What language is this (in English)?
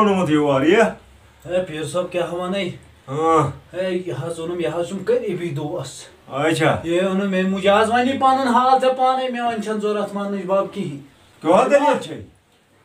Kashmiri